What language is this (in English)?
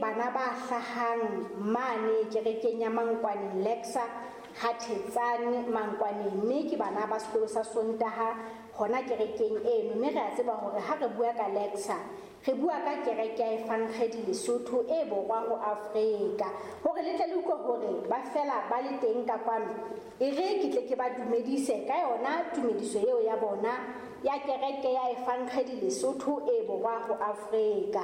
Southern Sotho